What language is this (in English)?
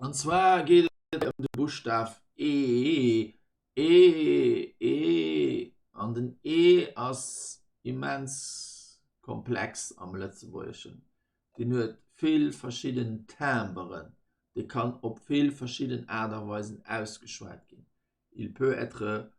Luxembourgish